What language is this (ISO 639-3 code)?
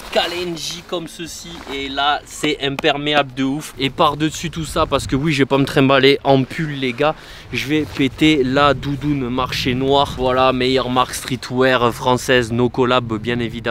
fra